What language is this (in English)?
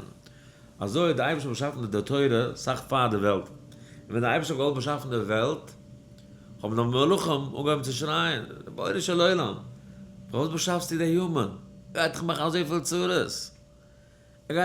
Yiddish